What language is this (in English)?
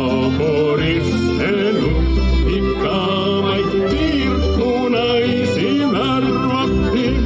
Estonian